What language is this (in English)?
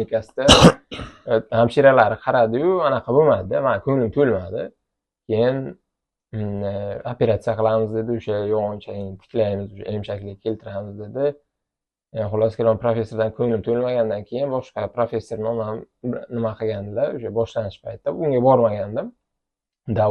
Uzbek